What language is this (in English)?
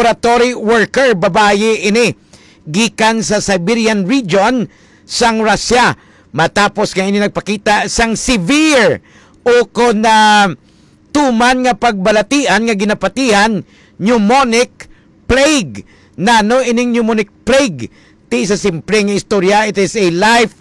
Hiligaynon